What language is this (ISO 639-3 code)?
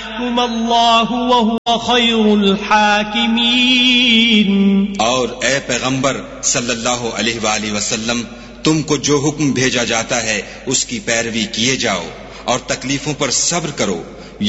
urd